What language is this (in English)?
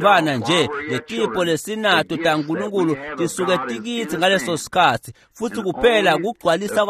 Swati